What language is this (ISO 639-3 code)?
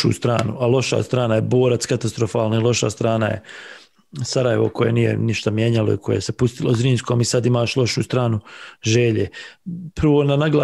bos